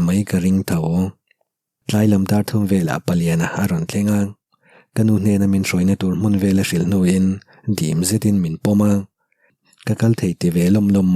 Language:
Mizo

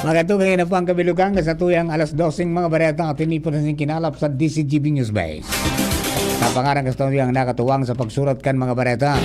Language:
Bikol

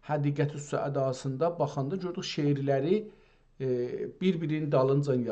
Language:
South Azerbaijani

